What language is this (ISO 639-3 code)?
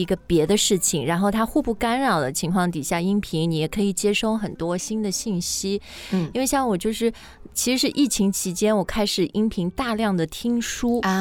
zho